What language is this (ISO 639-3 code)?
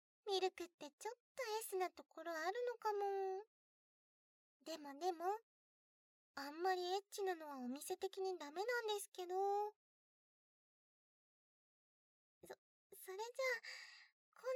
jpn